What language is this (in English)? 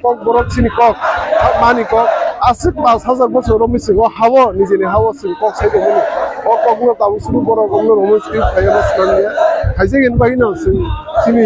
Kok Borok